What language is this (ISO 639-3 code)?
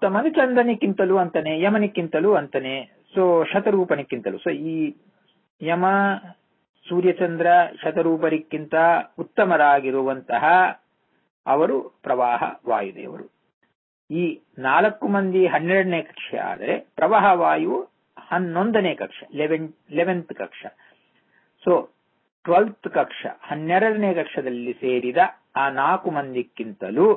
kan